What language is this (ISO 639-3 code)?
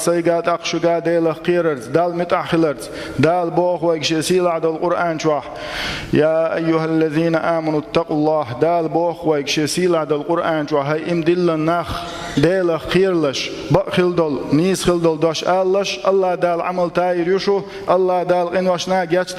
che